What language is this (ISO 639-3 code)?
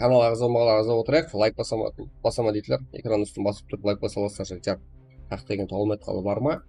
kaa